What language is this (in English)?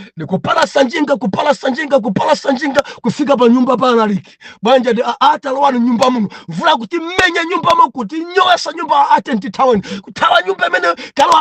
Nyanja